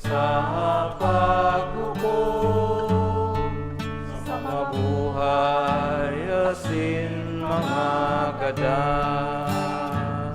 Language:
Bikol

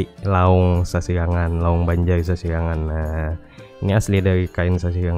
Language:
Banjar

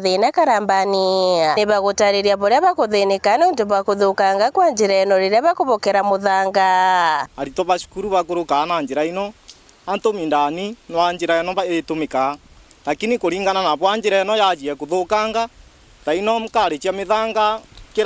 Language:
Meru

